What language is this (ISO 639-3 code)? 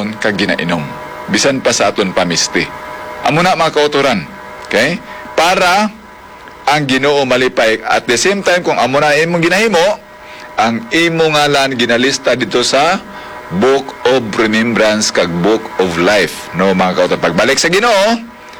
hil